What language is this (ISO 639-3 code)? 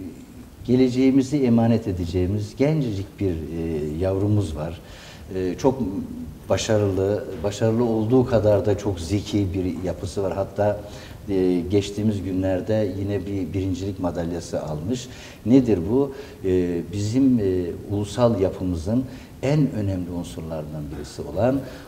tur